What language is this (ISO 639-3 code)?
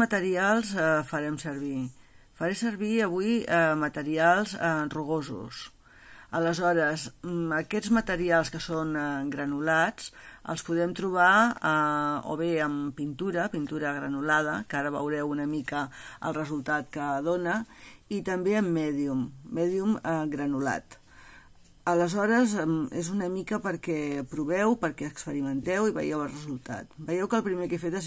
cat